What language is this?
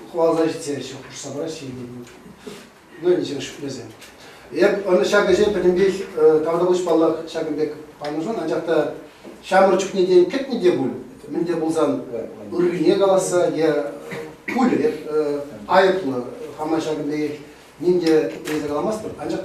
Chuvash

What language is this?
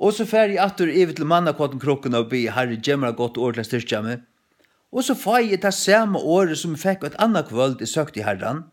Faroese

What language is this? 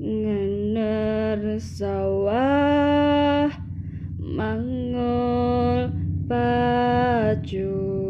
Javanese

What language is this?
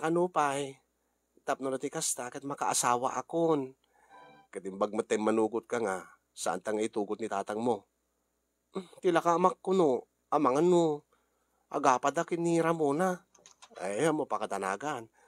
Iloko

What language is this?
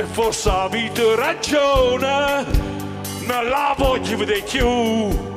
Neapolitan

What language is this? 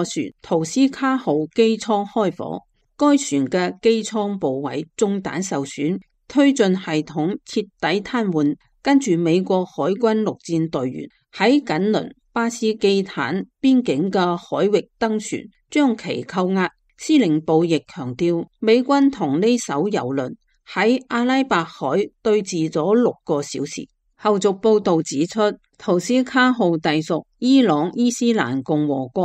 Cantonese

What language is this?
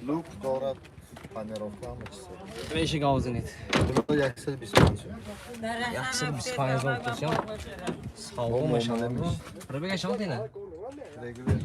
Tajik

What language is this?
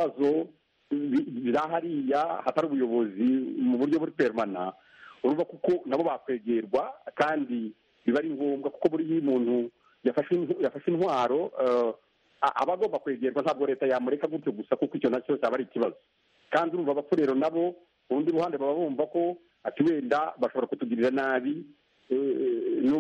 Kinyarwanda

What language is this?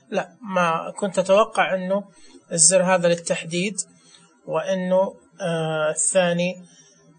Najdi Arabic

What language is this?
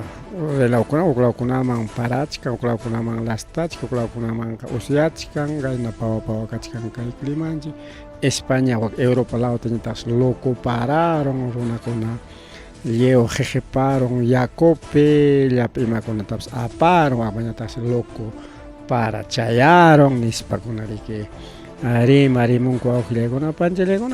Ayacucho Quechua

